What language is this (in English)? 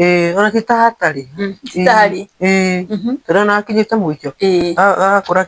Kikuyu